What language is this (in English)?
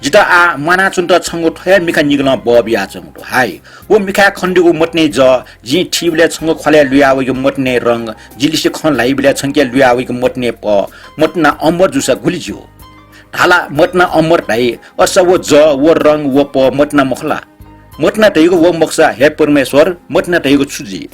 Newari